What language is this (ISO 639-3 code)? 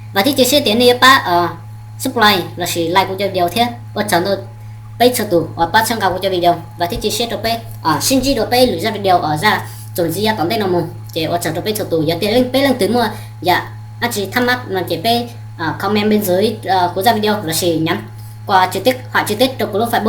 hmn